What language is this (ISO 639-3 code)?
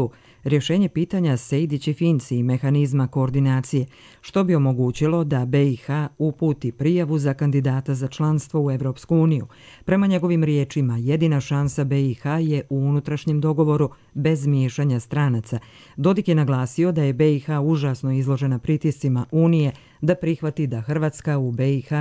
bos